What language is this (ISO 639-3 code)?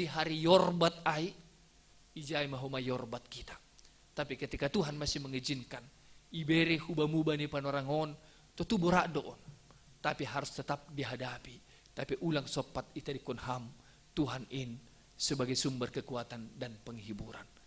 bts